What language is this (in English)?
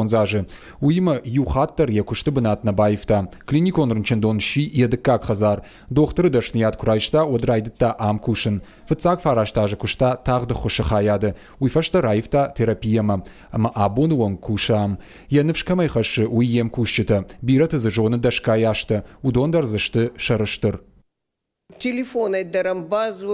Ossetic